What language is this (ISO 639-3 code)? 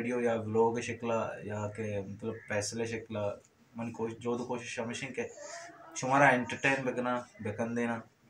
hin